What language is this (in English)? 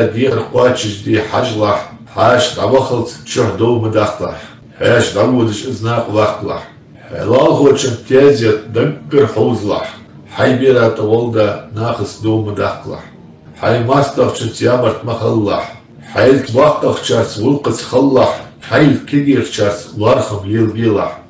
Ingush